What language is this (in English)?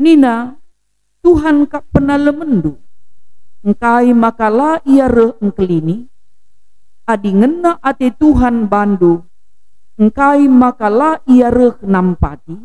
Batak Karo